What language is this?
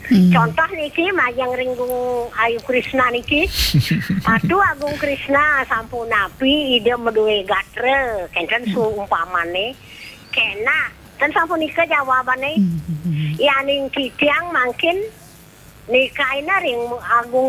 Balinese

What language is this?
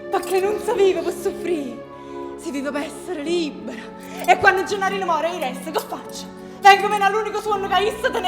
Neapolitan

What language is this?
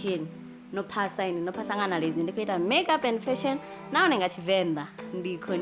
Venda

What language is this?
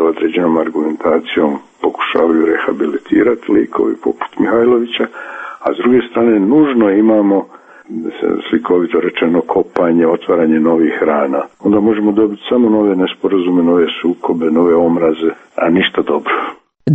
Croatian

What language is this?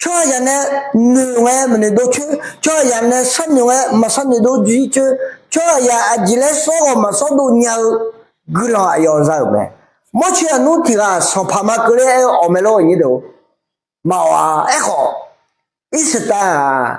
Akha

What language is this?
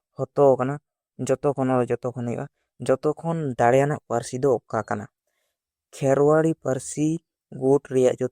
Santali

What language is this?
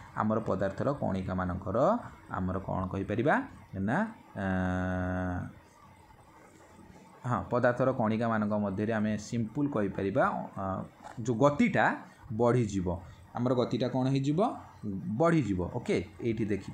Odia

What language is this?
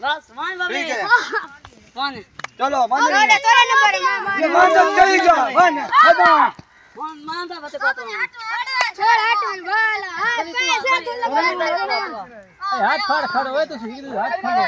Saraiki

